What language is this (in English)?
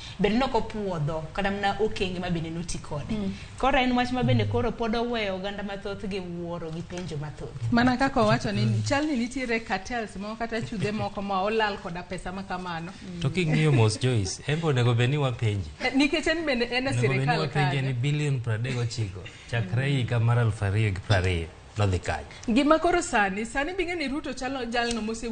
Luo (Kenya and Tanzania)